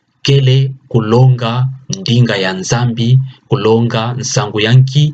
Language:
Kituba (Democratic Republic of Congo)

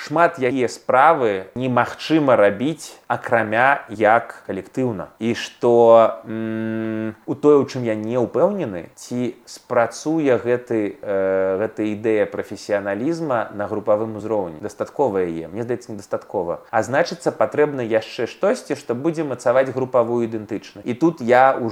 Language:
Belarusian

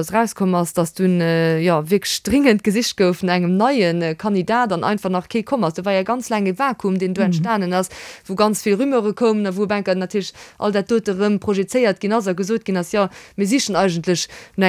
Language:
Luxembourgish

